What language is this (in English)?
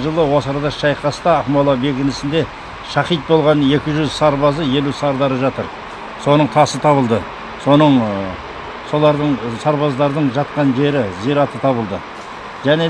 Kazakh